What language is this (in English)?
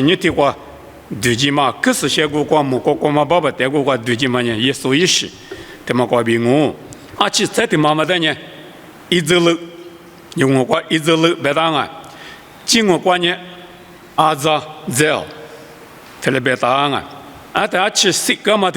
Lisu